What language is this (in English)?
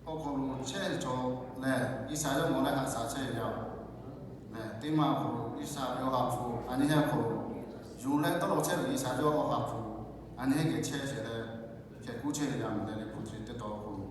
Lahu